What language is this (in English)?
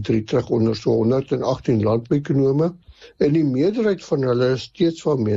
Afrikaans